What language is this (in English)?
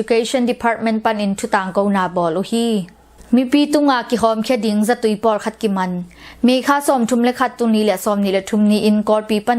Tedim Chin